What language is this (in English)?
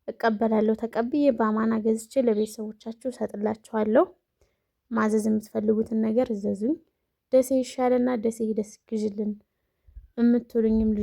Amharic